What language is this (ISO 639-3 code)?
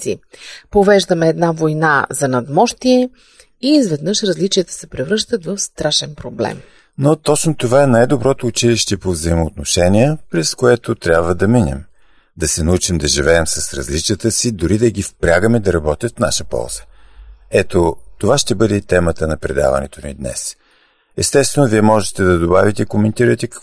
bul